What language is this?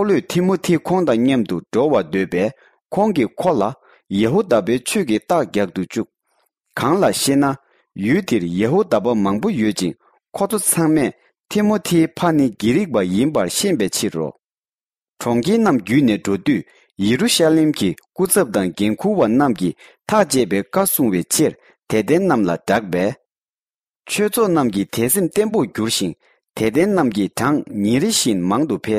Tibetan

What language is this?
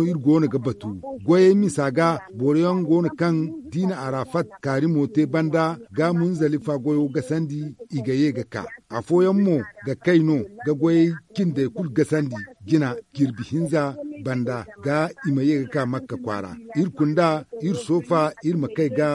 Zarma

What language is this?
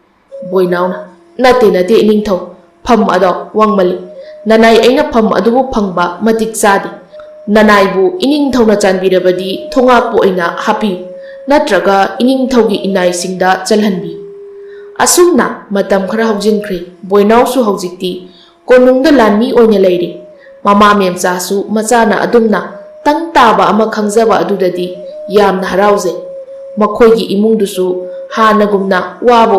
Manipuri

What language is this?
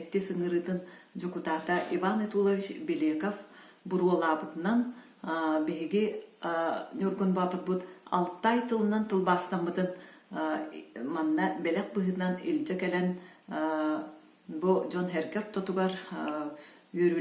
Yakut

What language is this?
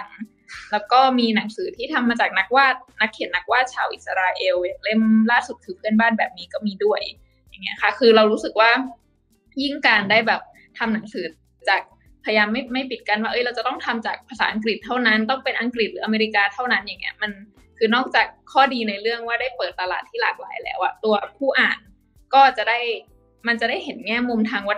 Thai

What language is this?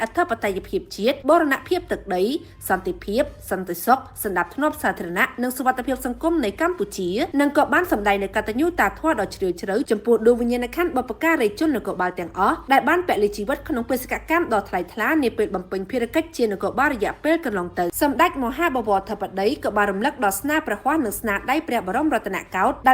Khmer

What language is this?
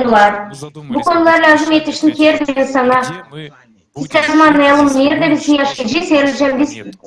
Gagauz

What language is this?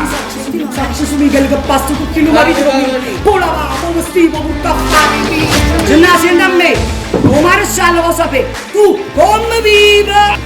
Neapolitan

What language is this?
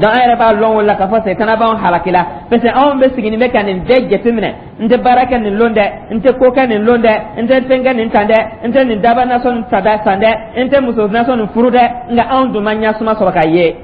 Dyula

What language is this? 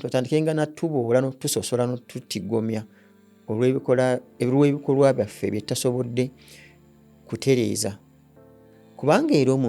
Ganda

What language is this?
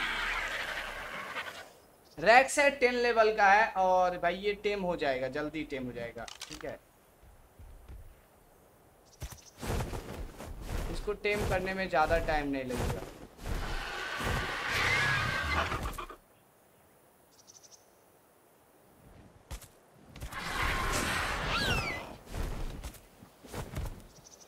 Hindi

